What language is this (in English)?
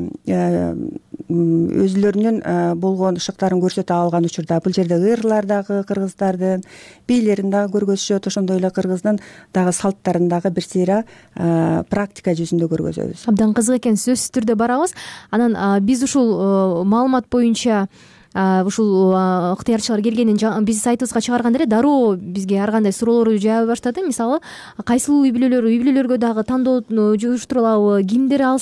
Kyrgyz